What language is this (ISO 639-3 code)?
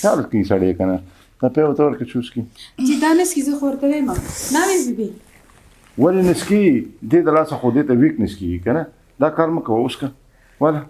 pus